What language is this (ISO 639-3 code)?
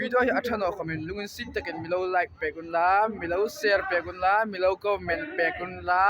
hmr